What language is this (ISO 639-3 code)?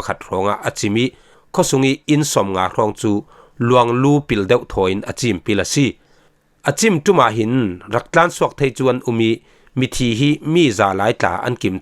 cfm